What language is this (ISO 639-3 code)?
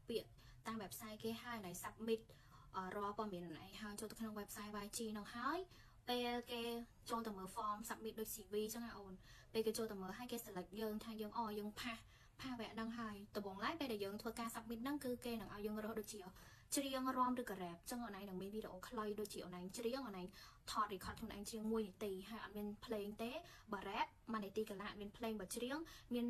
khm